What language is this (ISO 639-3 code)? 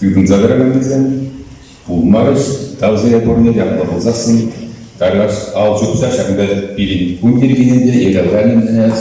chv